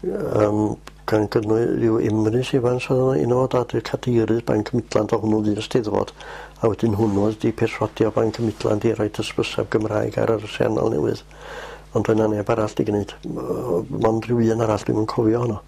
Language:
Welsh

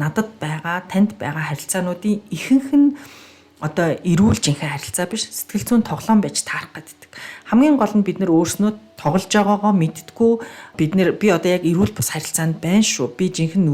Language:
Mongolian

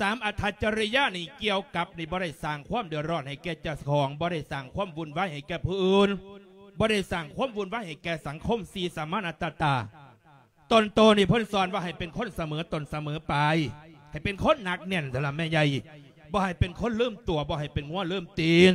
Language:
Lao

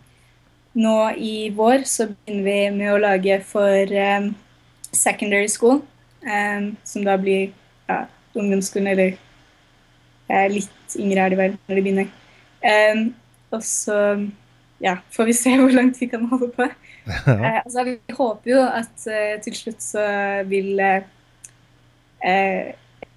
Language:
Norwegian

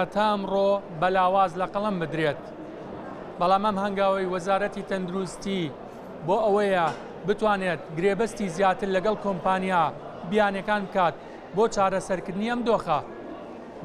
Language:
Central Kurdish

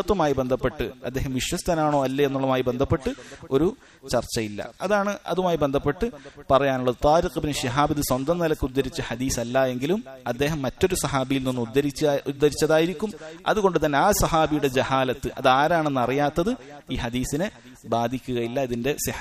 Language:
Malayalam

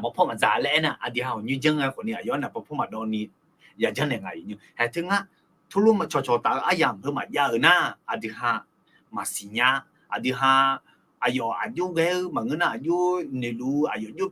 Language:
Akha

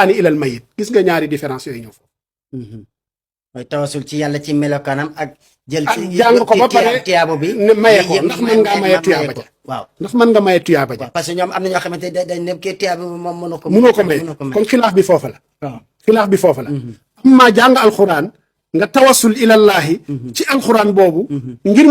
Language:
Wolof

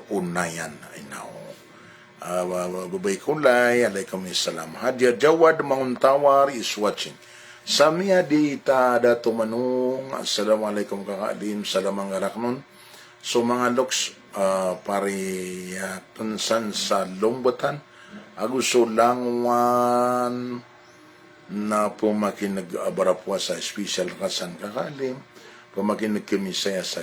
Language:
Maranao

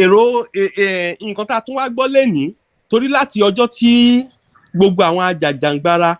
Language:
Yoruba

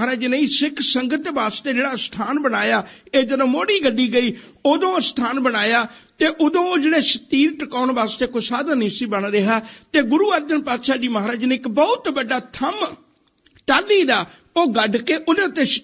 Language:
Punjabi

